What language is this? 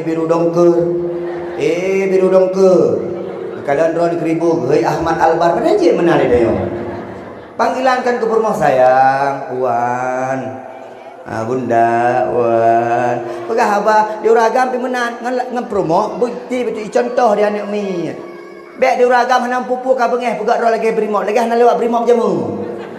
Achinese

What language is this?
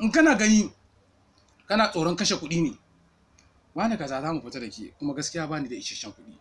Hausa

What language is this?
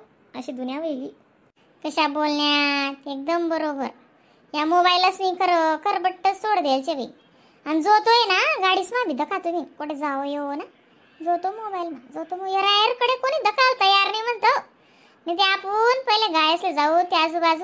Khandesi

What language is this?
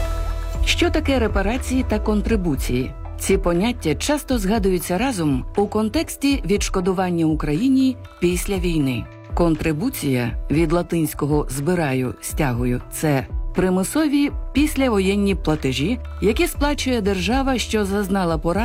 Ukrainian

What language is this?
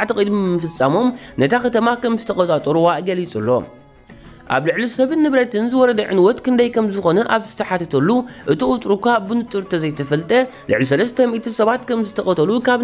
Tigrinya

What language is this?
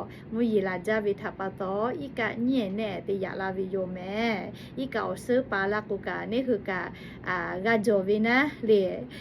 Lahu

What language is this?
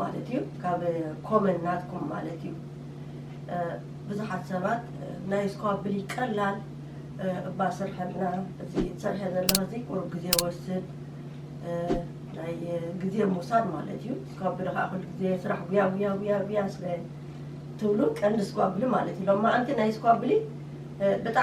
Tigrinya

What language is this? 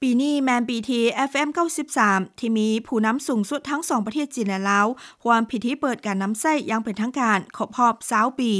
Lao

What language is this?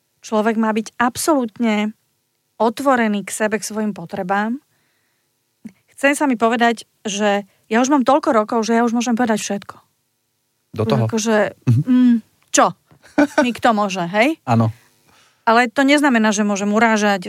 Slovak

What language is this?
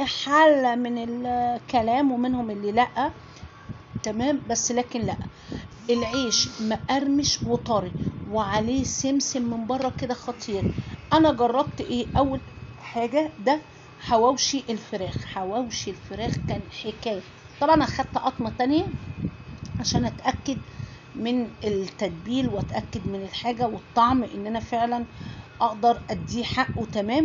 Egyptian Arabic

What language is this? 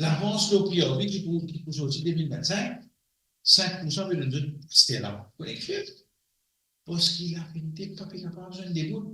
Morisyen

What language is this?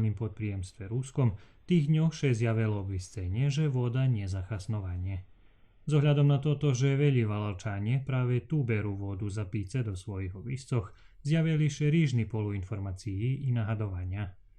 Rusyn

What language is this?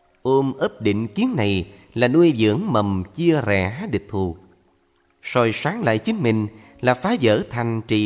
Vietnamese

